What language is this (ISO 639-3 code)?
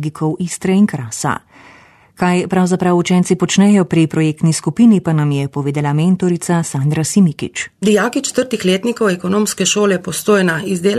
slv